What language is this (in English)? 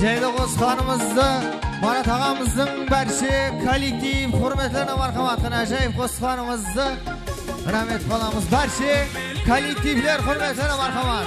Kara-Kalpak